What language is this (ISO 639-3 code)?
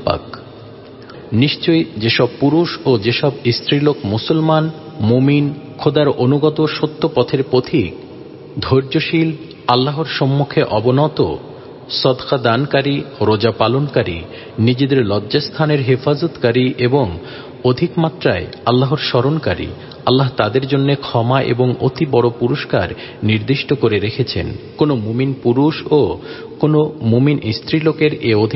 ben